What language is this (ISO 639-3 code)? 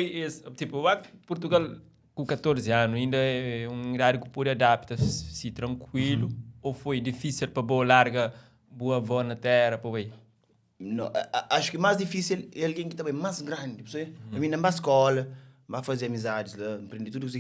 kea